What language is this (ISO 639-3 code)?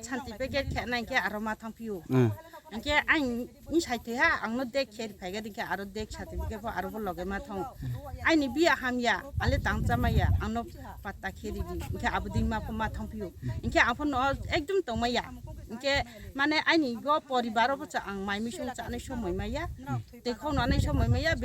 ria